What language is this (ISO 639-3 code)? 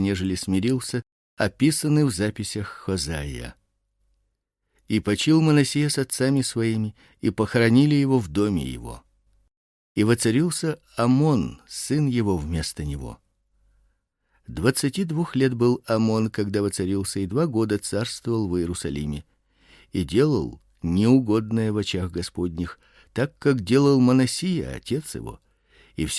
rus